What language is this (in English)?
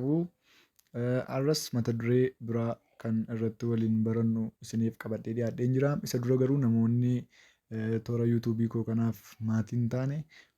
Oromo